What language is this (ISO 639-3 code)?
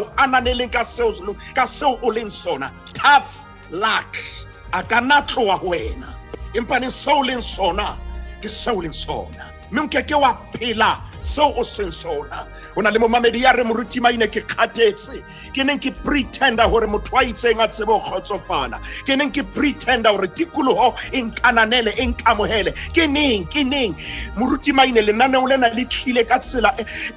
sot